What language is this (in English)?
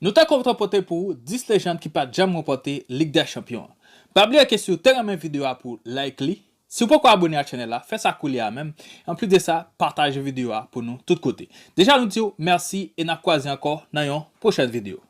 Haitian Creole